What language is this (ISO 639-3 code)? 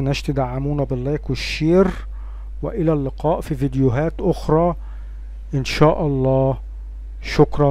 arz